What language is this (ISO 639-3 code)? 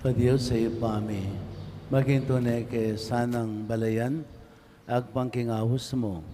pam